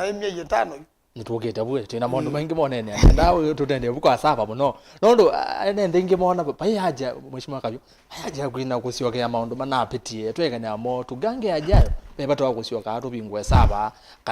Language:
Kamba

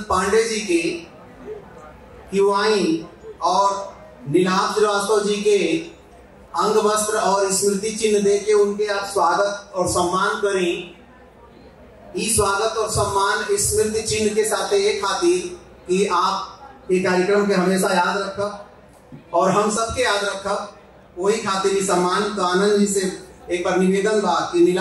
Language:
Bhojpuri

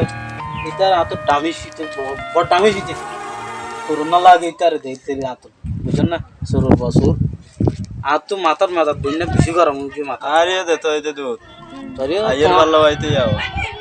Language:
Rohingya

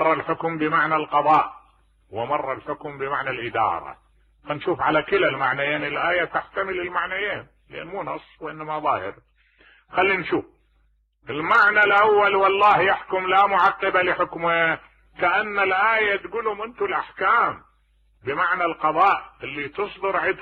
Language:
Mesopotamian Arabic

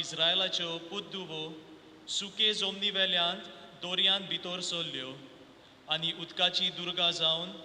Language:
Konkani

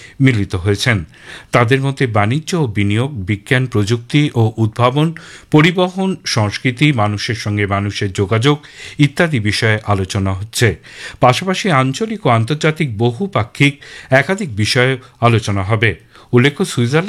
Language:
Bangla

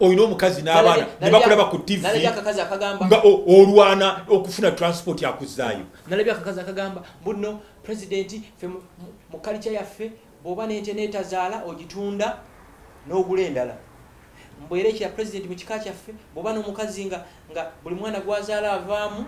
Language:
Ganda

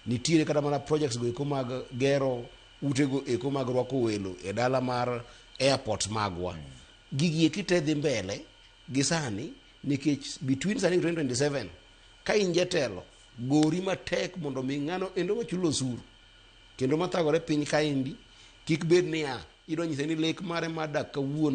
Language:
Luo (Kenya and Tanzania)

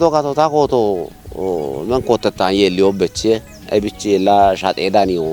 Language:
Kafa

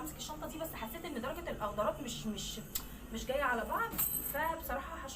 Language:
Egyptian Arabic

